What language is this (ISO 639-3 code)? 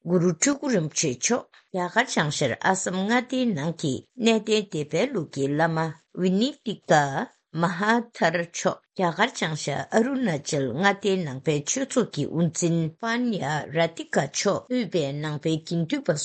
bod